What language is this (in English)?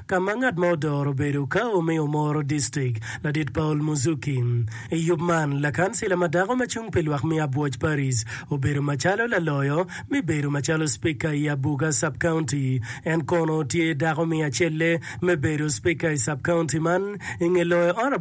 Acoli